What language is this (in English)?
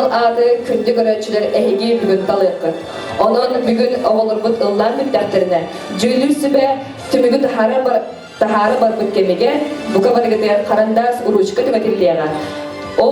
Yakut